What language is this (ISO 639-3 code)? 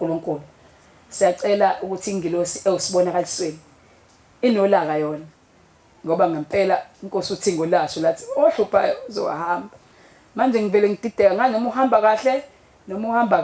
zul